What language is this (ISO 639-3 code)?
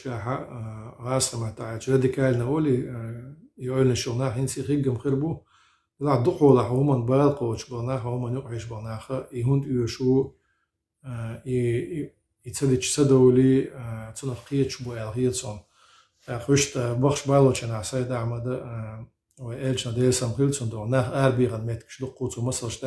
che